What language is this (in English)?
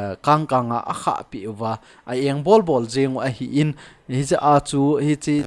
Thado Chin